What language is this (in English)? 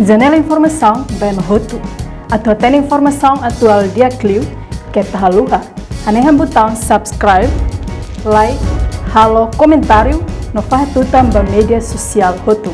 Tetum